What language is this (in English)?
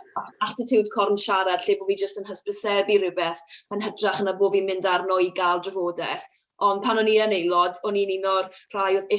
Welsh